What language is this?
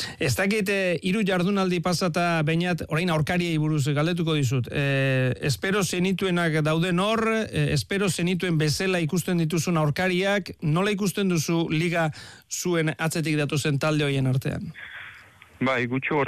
Basque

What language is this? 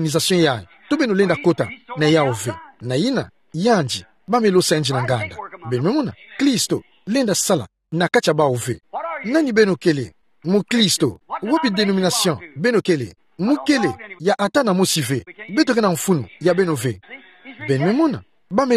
Kituba (Democratic Republic of Congo)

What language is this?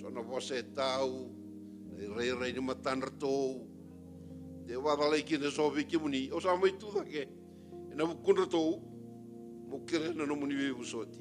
Fijian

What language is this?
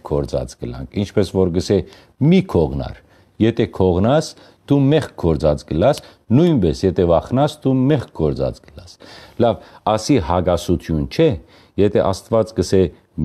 Western Armenian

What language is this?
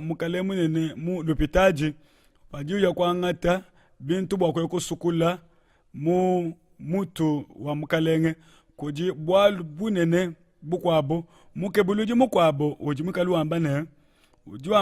Luba-Lulua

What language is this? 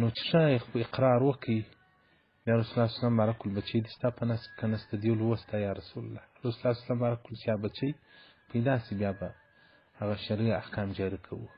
Pashto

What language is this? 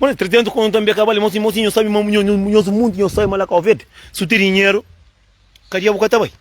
Kabuverdianu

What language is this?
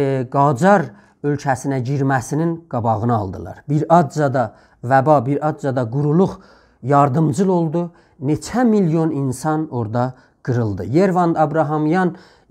South Azerbaijani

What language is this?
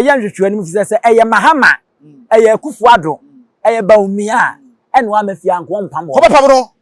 Akan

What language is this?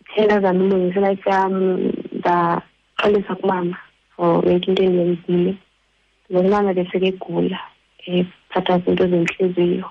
Xhosa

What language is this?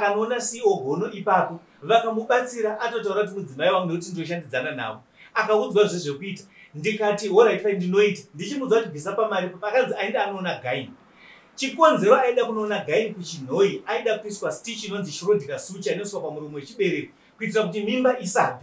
Shona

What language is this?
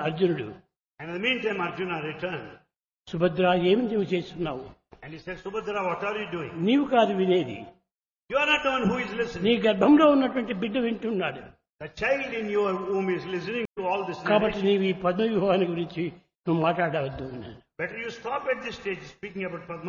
Telugu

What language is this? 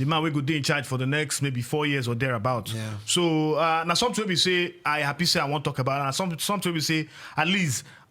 Nigerian Pidgin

